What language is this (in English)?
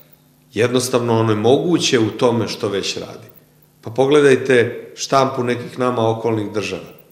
Serbian